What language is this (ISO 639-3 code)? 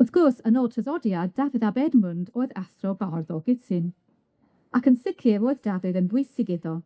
cym